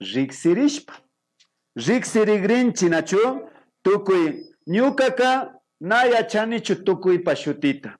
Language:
Imbabura Highland Quichua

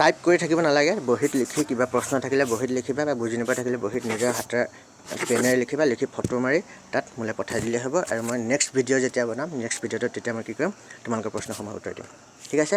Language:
Assamese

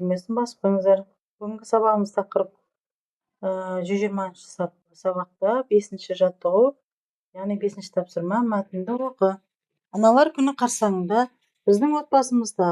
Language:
Kazakh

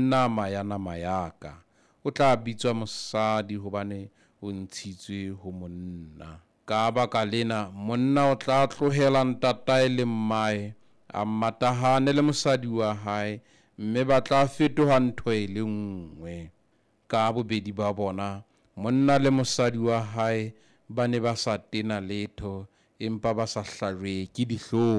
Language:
Southern Sotho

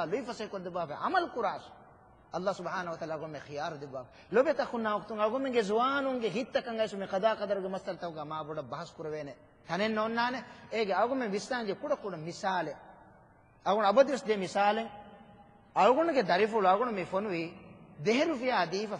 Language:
Divehi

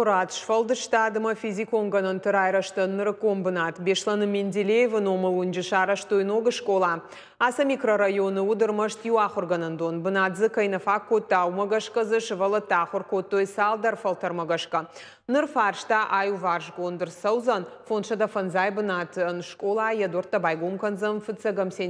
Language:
Ossetic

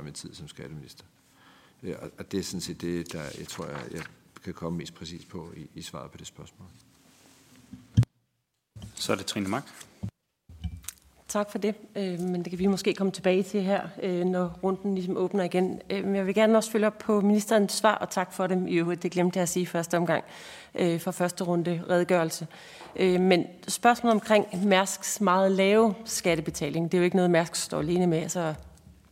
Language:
Danish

